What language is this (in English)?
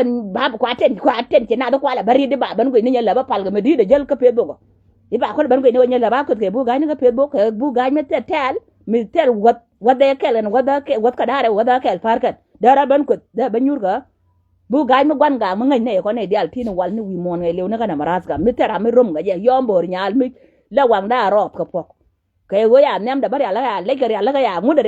Nuer